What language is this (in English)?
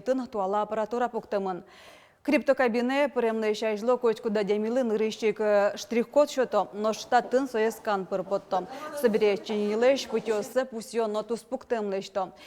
Udmurt